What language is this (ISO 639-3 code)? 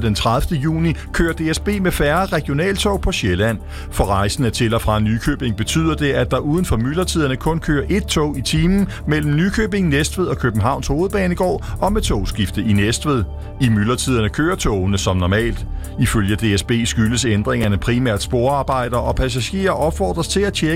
dan